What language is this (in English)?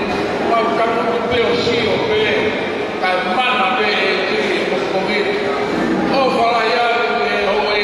Tongan